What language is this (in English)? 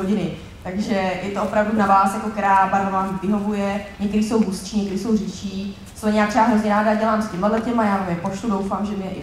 Czech